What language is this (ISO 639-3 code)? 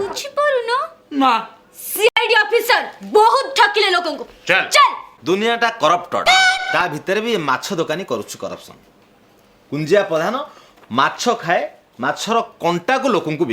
ori